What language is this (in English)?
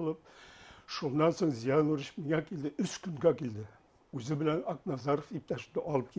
Bashkir